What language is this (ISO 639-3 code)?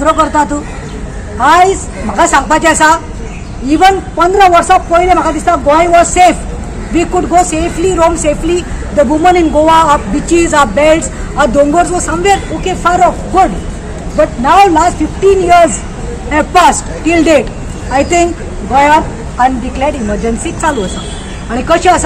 kok